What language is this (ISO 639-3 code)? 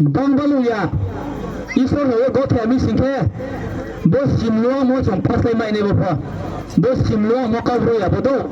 ria